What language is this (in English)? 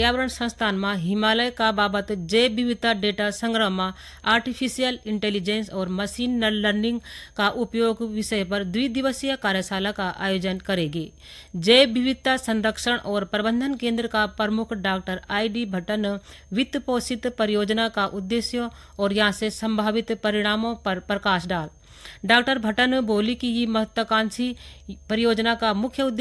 Garhwali